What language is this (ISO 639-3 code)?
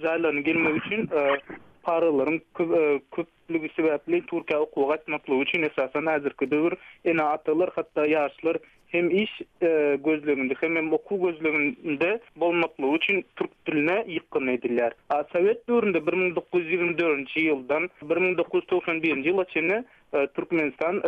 tuk